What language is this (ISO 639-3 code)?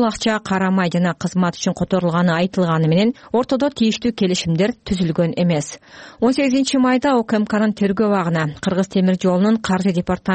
kir